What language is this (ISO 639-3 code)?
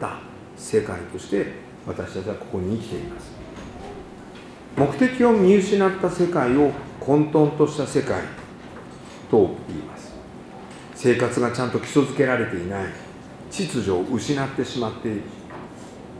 jpn